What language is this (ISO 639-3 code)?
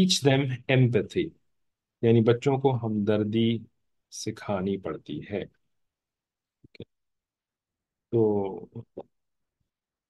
urd